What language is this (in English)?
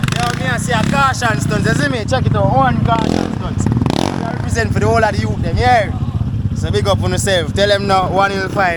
Jamaican Creole English